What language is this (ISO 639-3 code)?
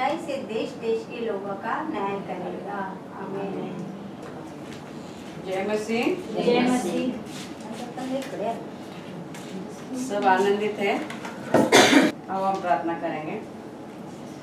hin